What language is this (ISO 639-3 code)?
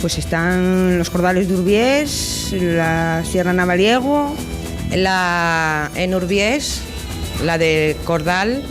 ast